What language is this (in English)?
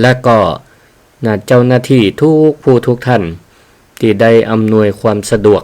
Northern Thai